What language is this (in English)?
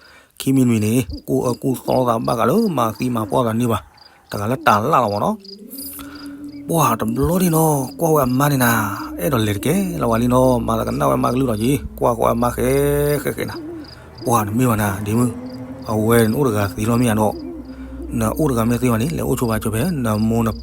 S'gaw Karen